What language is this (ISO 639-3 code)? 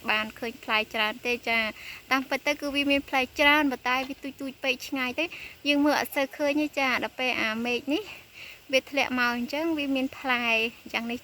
khm